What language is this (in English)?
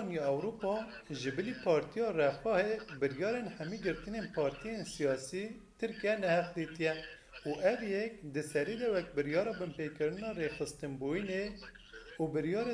Kurdish